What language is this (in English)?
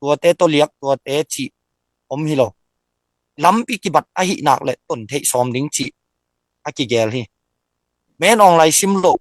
Tedim Chin